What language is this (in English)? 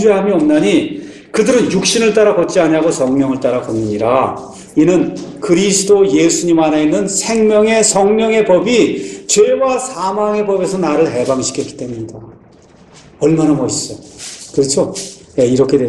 Korean